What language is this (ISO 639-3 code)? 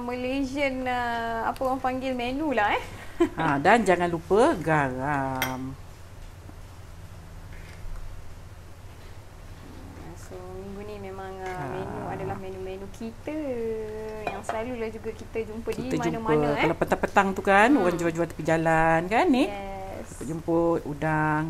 msa